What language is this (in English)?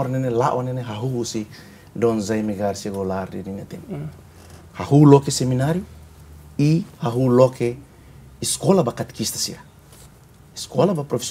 Tetum